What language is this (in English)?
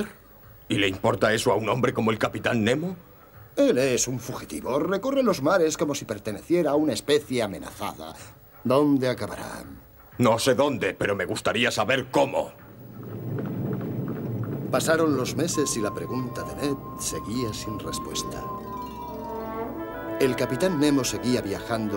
Spanish